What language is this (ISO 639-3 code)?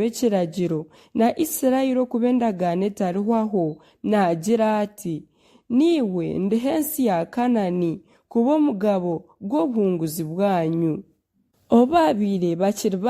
nyn